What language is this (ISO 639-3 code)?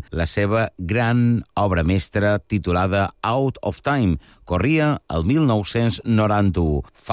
cat